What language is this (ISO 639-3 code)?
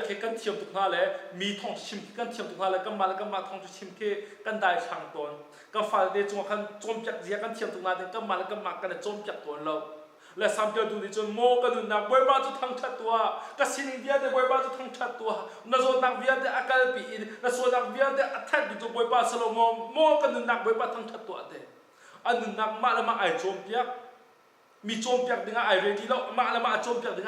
cnh